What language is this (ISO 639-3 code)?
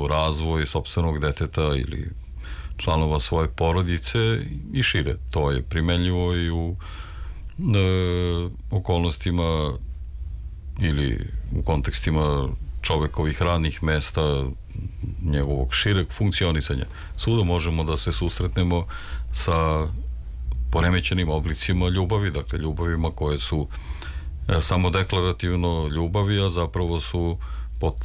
srp